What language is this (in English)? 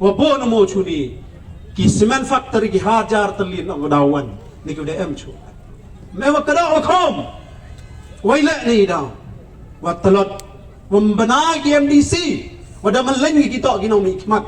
Pnar